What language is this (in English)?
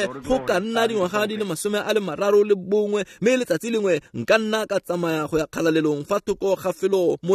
Tswana